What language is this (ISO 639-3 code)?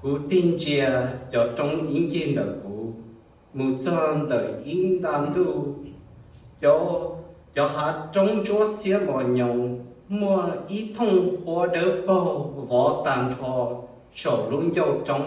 hmn